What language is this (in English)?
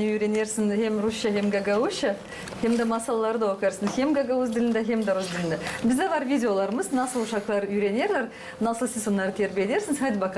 Gagauz